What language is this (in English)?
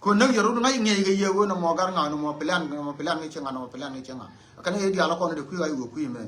Nuer